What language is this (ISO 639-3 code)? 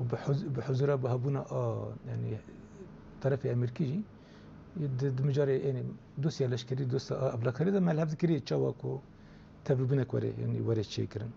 kur